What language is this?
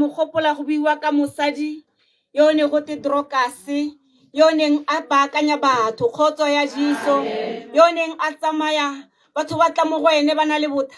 Tswana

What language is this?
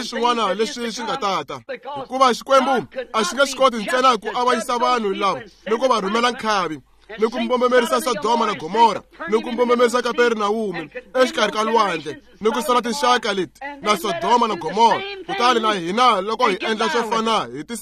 Tsonga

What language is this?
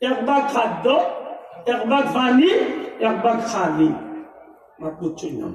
Sylheti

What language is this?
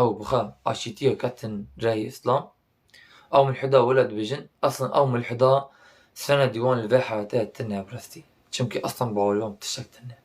Kurdish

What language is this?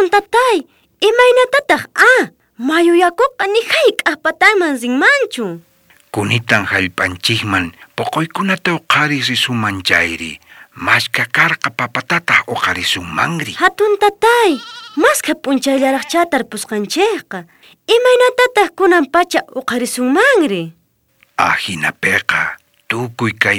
South Bolivian Quechua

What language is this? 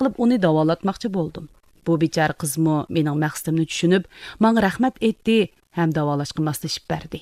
Uyghur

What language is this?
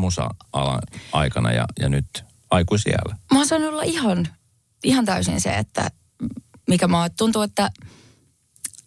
Finnish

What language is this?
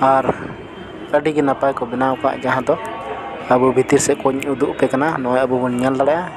Santali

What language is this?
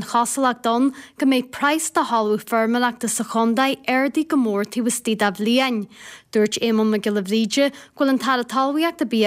Irish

